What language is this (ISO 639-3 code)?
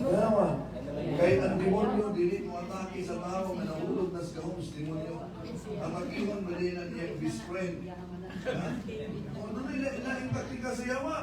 ceb